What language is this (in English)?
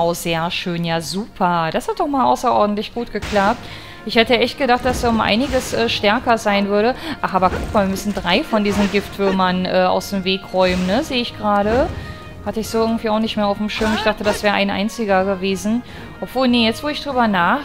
German